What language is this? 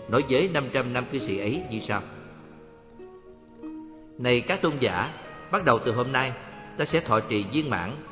Vietnamese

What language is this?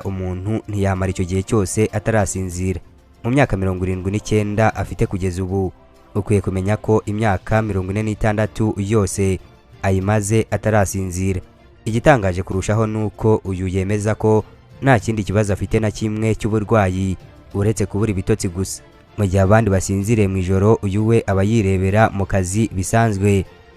Kinyarwanda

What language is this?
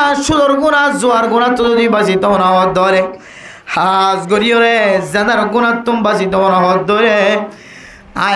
Rohingya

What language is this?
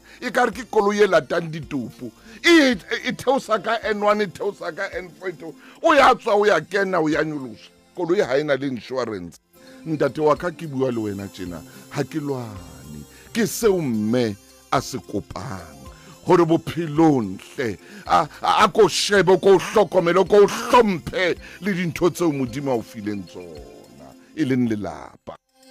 Southern Sotho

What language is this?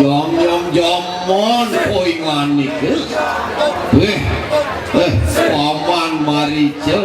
Balinese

